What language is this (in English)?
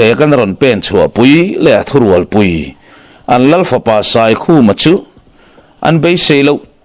Mizo